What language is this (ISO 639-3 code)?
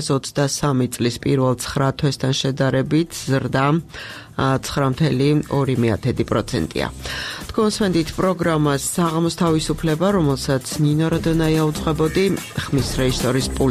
kat